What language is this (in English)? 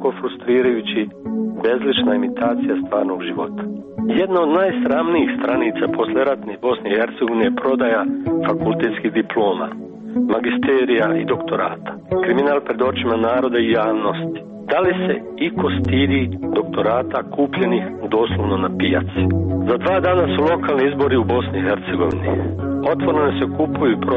Serbian